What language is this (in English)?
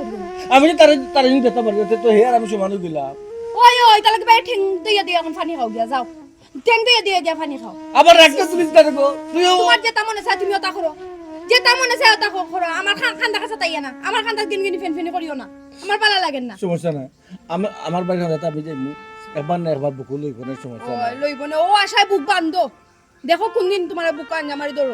Sylheti